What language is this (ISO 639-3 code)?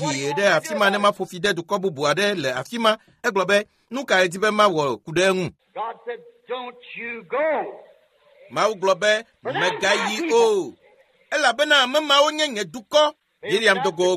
ewe